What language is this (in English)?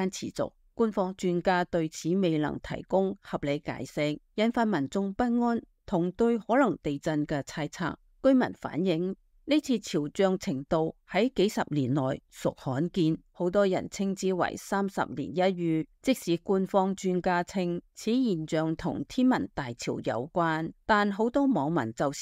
Cantonese